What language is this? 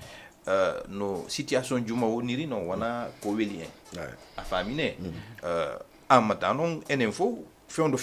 Fula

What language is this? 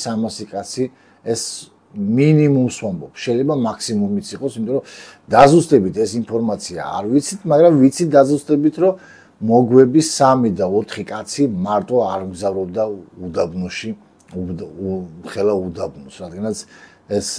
Georgian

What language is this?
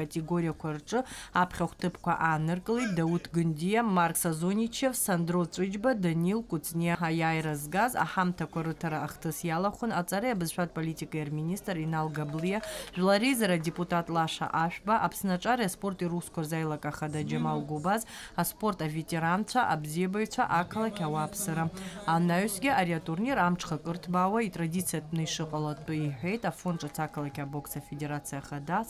Abkhazian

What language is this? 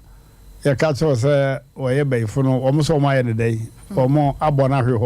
Akan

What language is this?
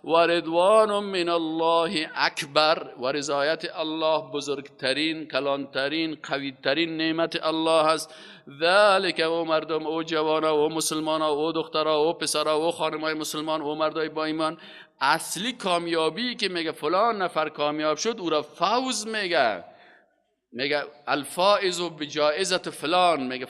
Persian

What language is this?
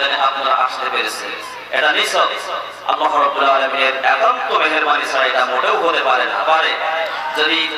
Bangla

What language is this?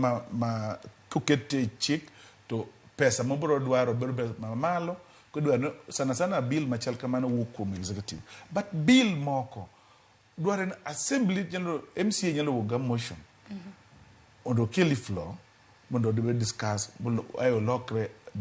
Luo (Kenya and Tanzania)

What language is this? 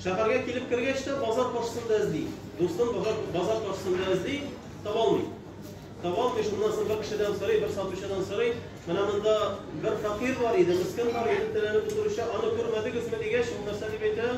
Tatar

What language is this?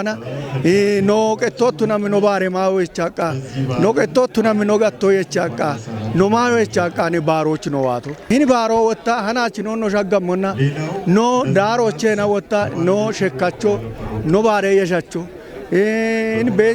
Kafa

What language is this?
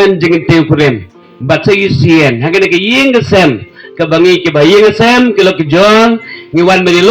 Khasi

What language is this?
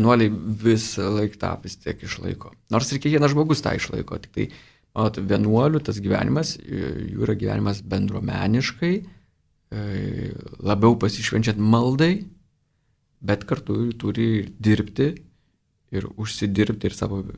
Lithuanian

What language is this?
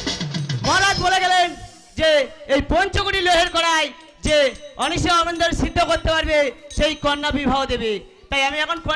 Bangla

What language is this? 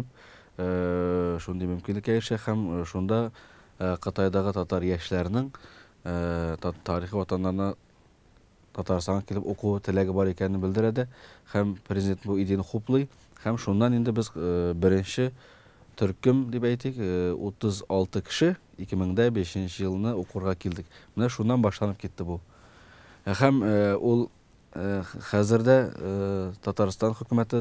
Tatar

